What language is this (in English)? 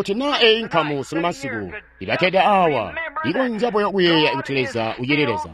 Tonga (Zambia)